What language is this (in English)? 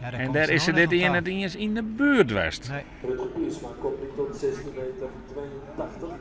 Western Frisian